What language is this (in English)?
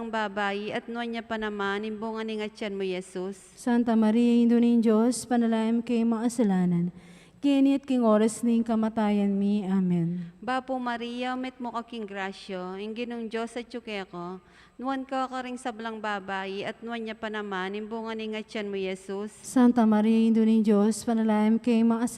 Pampanga